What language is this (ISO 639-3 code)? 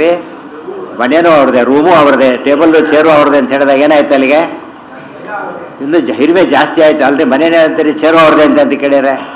kan